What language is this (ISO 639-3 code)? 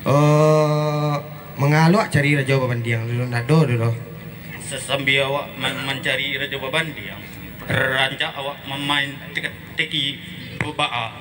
min